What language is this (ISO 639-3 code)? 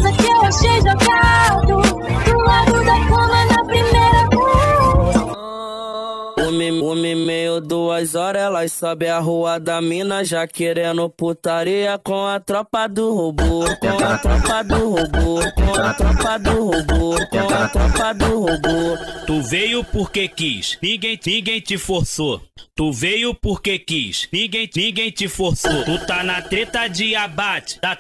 por